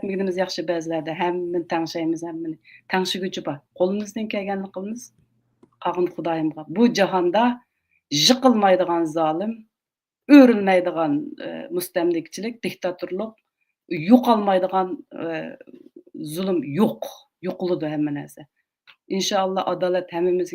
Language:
Uyghur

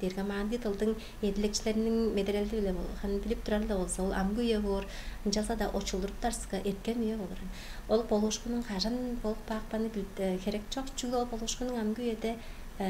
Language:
Tuvinian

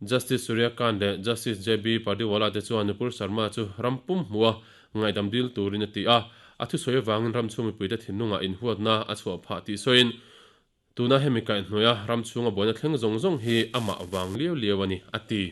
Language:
Mizo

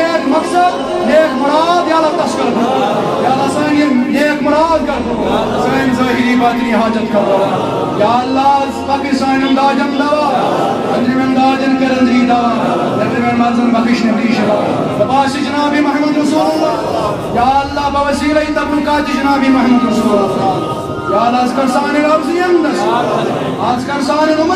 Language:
Kashmiri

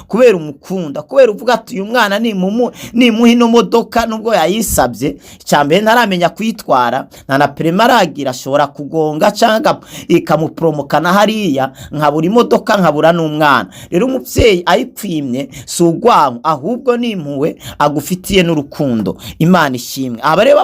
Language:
Rundi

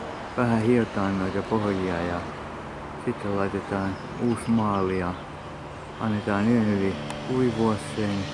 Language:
Finnish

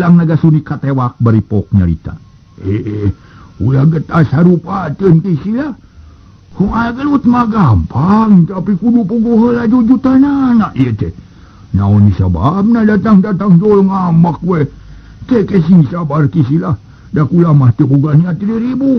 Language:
Sundanese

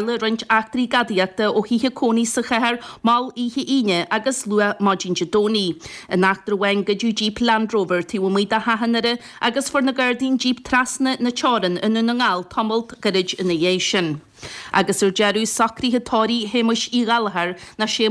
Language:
Irish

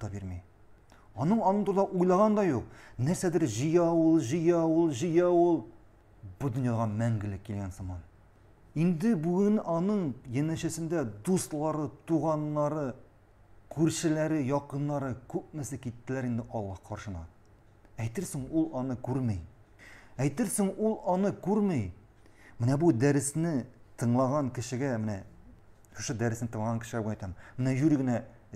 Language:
Tatar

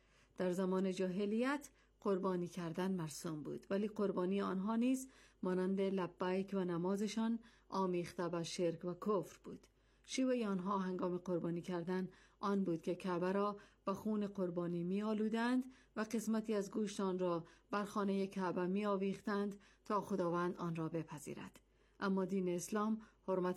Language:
Persian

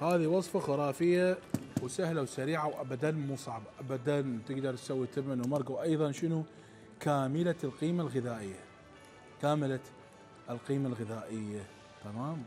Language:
Mesopotamian Arabic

